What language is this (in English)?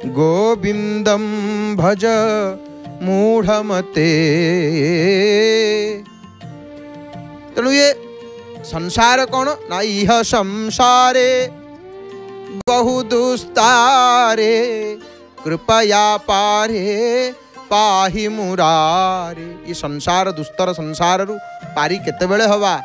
Odia